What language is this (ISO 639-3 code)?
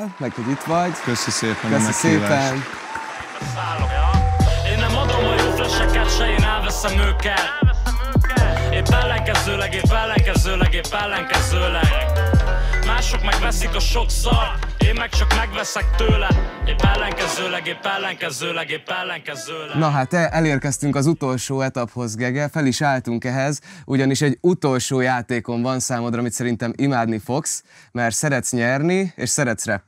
hun